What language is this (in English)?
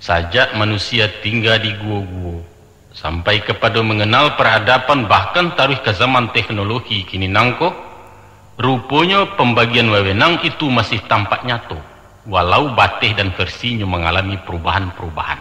Minangkabau